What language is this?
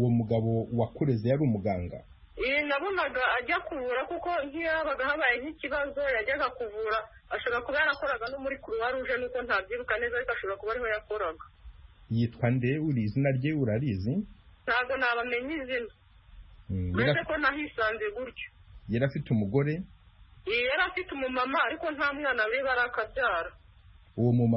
Kinyarwanda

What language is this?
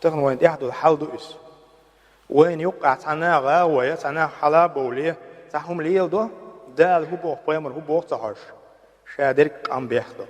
Chechen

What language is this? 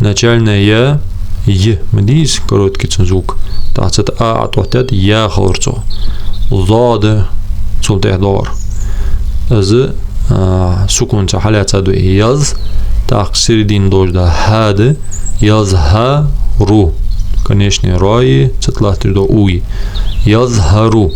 Ingush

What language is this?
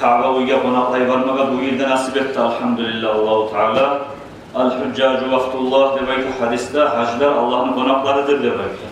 Kumyk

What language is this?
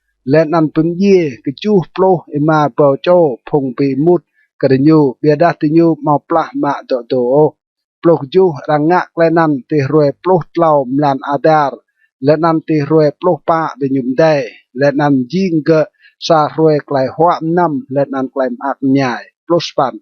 Rade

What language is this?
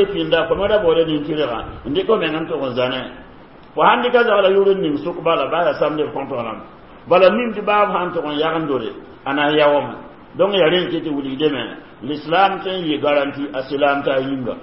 Mossi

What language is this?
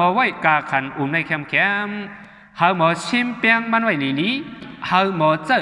Shan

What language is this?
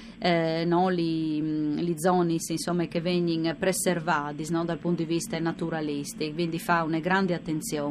Friulian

